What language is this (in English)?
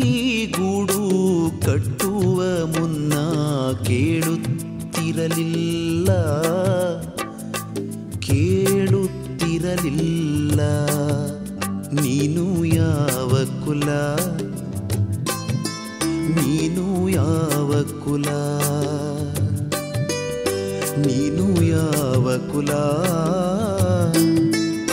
Kannada